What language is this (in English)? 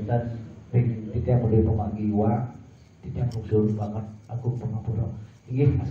Balinese